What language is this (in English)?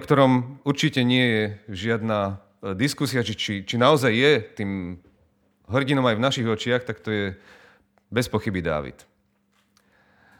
Slovak